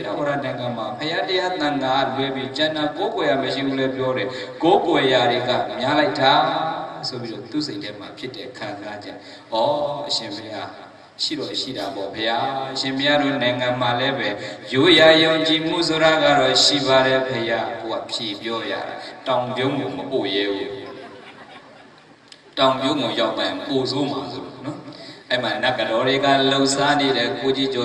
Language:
Burmese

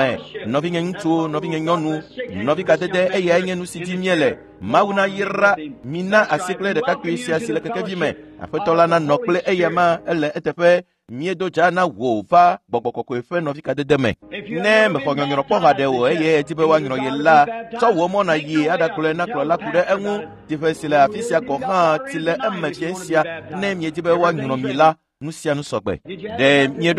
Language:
Ewe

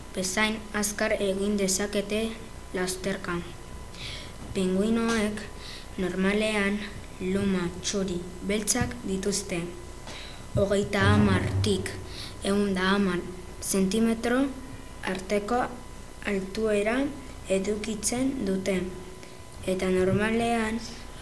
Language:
Basque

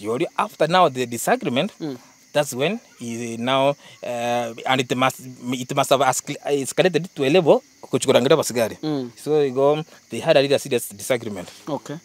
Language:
Gusii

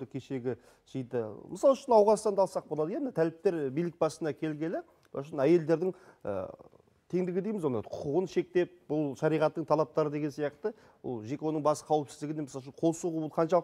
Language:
Kazakh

